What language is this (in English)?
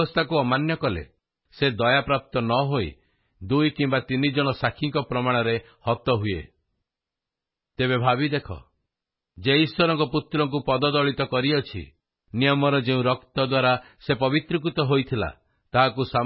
Odia